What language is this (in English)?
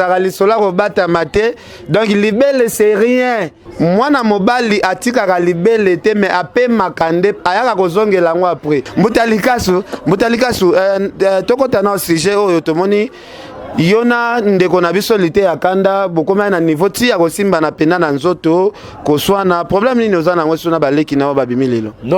Lingala